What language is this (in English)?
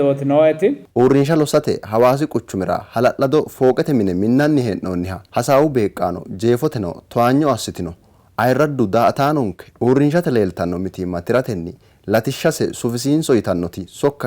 Sidamo